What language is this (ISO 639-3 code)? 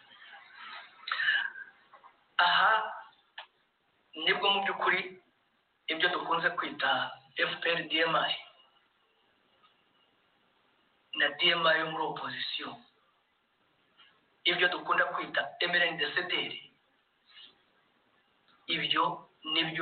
kin